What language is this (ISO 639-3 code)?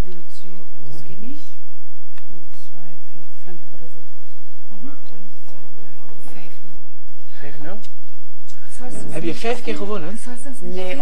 nld